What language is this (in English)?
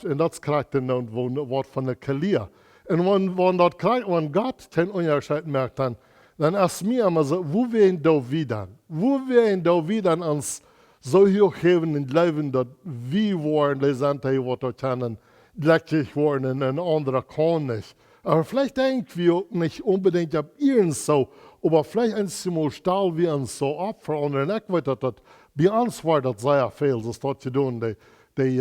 Plautdietsch